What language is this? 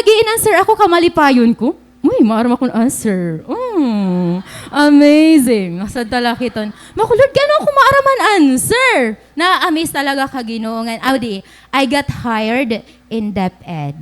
Waray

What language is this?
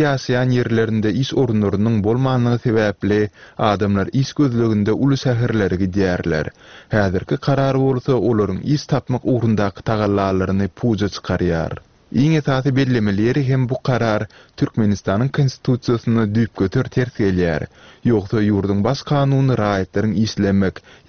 Turkmen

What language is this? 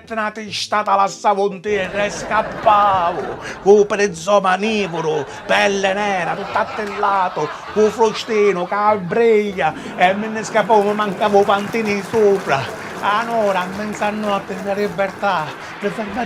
Sicilian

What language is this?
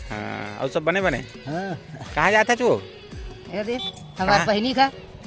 Chhattisgarhi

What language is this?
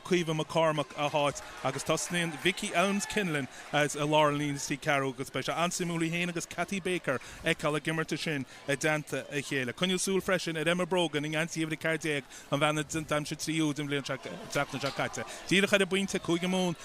Irish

